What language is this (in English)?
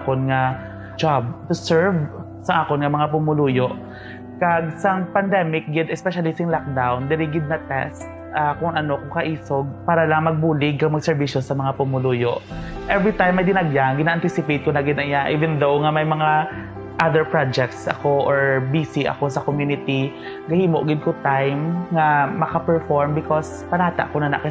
Hiligaynon